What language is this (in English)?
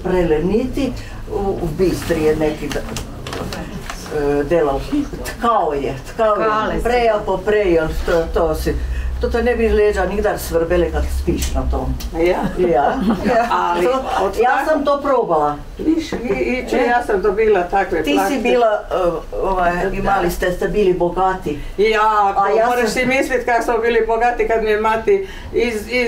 Croatian